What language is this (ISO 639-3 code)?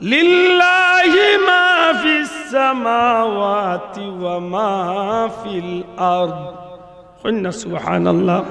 syl